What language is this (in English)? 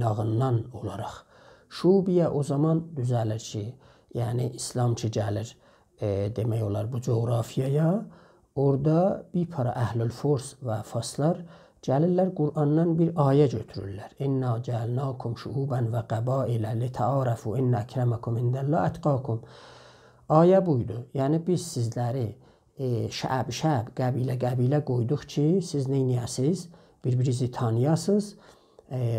South Azerbaijani